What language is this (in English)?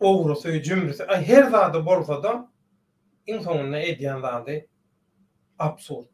Turkmen